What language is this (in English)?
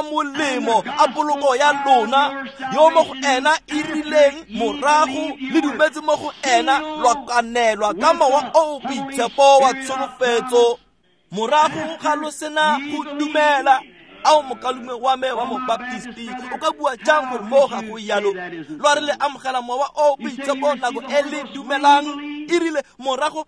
Tswana